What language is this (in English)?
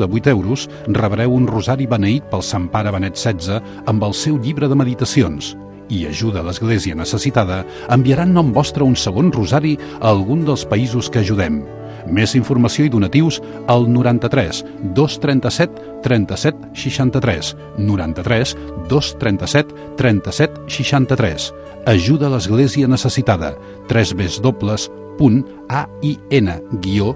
Catalan